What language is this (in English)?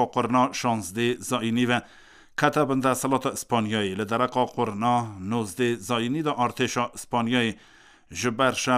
Kurdish